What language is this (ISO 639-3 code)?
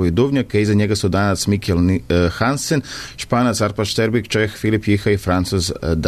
srp